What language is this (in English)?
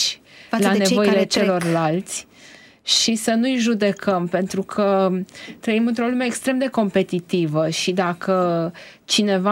Romanian